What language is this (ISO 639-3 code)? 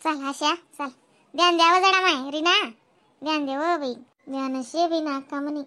khn